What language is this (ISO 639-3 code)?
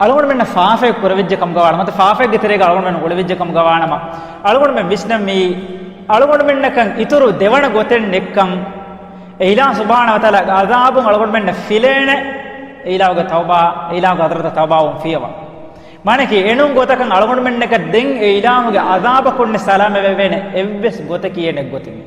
div